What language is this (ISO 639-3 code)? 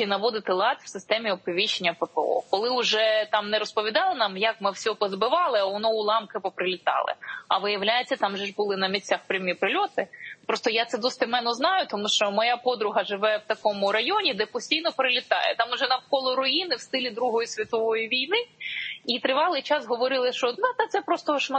ukr